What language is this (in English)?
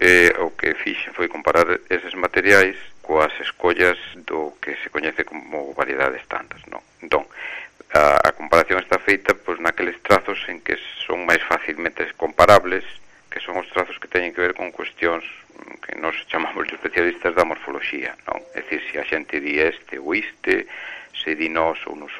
Galician